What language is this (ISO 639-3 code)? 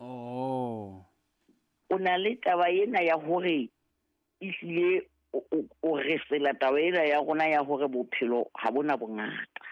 sot